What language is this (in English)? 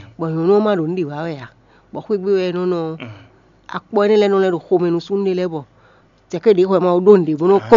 Fon